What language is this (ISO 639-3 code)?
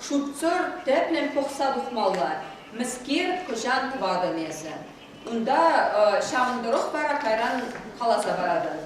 chv